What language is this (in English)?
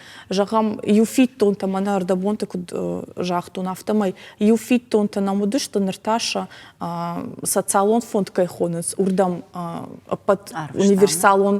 Ossetic